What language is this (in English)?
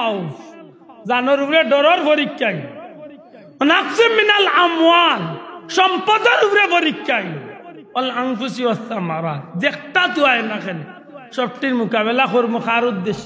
Sylheti